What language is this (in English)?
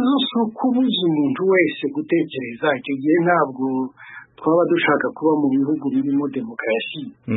Kinyarwanda